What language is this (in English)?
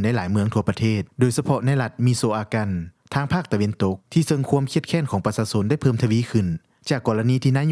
Lao